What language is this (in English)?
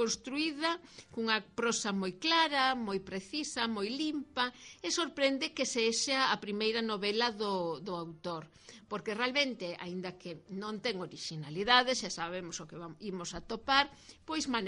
Galician